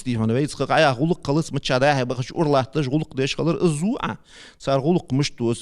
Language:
Ingush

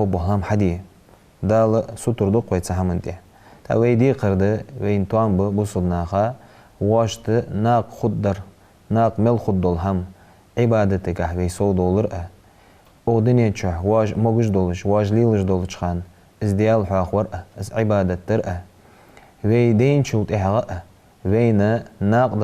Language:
Ingush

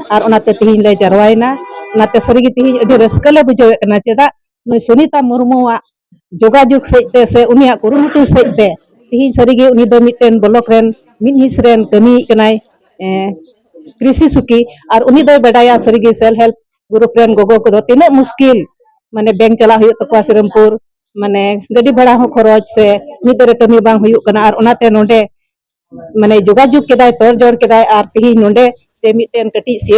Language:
Santali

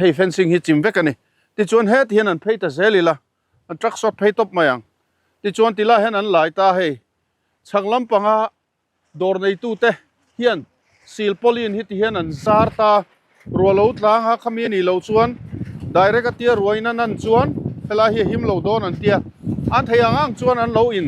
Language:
Mizo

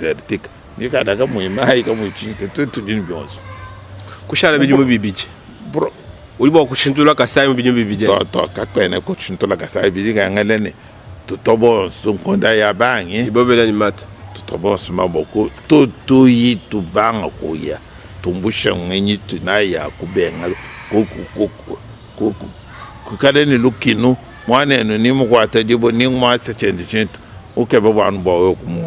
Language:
Luba-Lulua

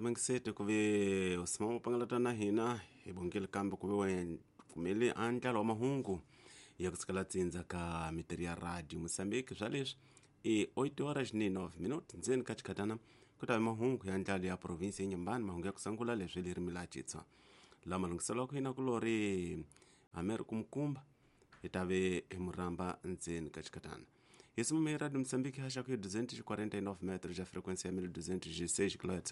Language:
Tsonga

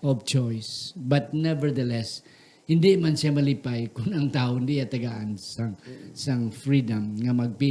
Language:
Hiligaynon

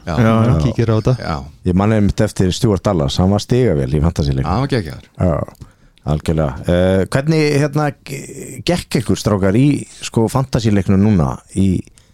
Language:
Icelandic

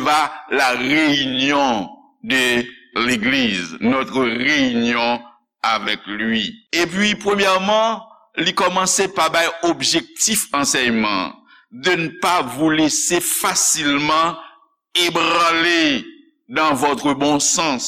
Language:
Haitian Creole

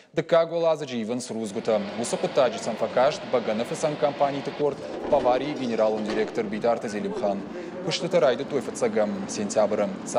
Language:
Ossetic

